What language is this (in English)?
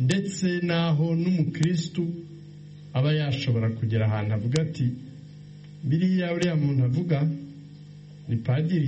Kinyarwanda